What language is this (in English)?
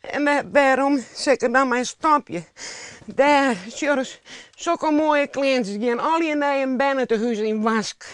Western Frisian